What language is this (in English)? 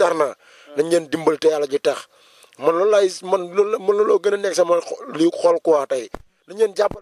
Wolof